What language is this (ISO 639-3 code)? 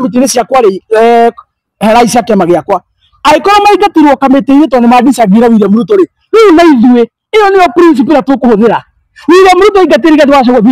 kik